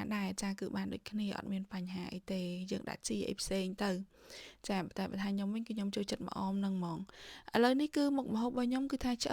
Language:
Khmer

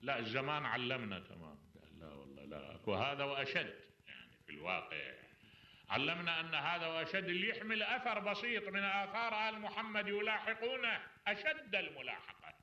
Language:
Mesopotamian Arabic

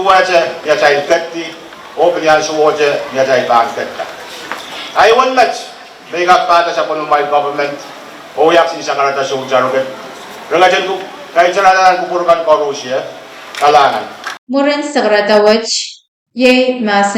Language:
Pohnpeian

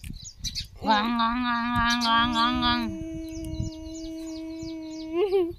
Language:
Marathi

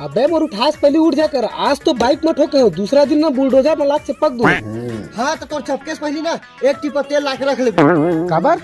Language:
Chhattisgarhi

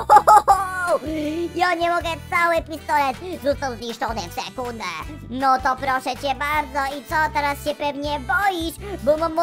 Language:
Polish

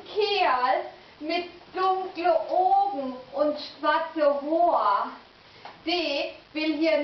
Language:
Low German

